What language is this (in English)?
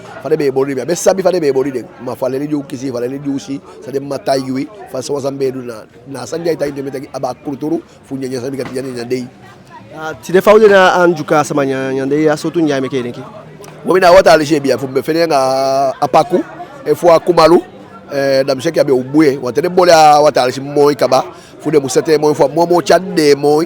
Eastern Maroon Creole